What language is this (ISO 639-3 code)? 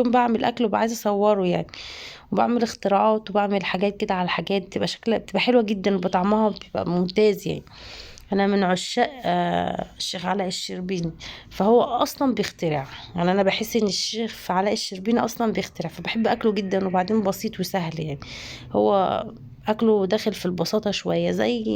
arz